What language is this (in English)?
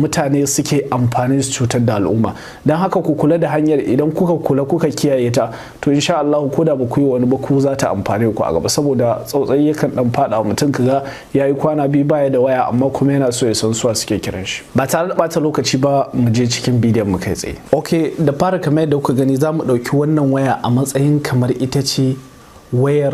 Hausa